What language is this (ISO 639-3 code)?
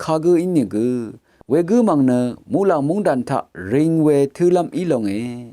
raw